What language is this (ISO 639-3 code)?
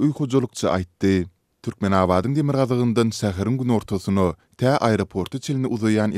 tuk